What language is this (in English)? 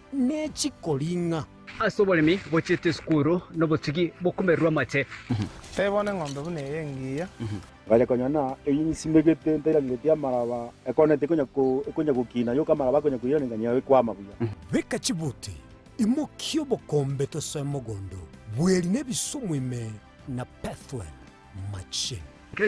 Gusii